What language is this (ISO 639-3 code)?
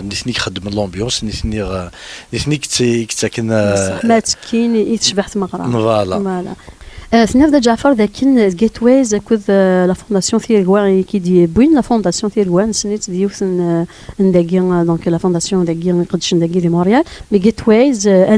kab